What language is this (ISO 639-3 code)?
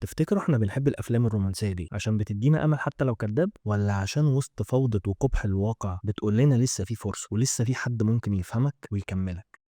arz